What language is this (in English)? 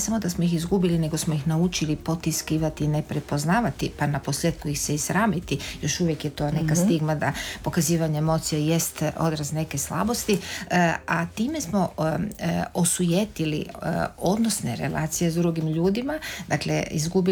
Croatian